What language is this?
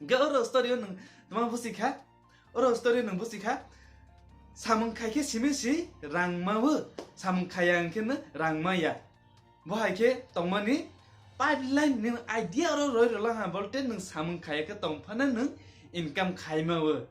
Kok Borok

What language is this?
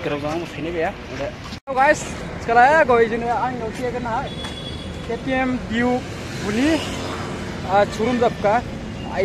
Dimasa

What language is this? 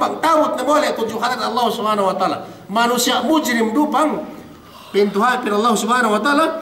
Yakan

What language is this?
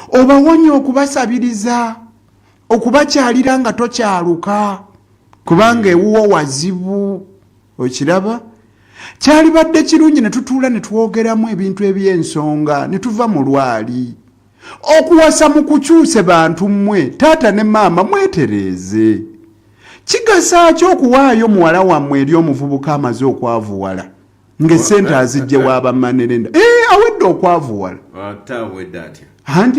Ganda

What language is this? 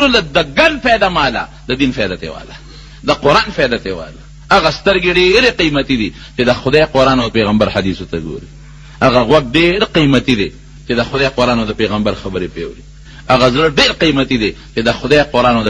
Pashto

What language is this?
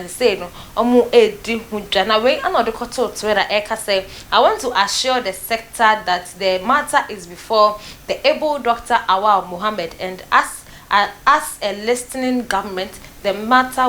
Akan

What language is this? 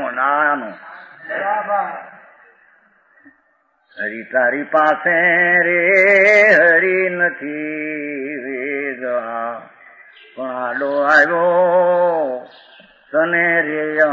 Gujarati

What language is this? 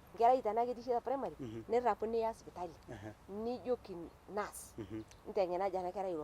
Masai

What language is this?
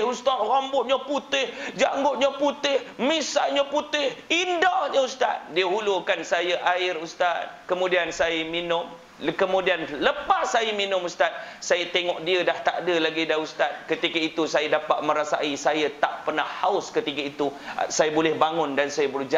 Malay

